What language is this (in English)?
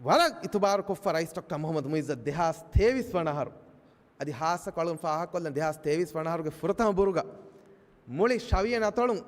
Divehi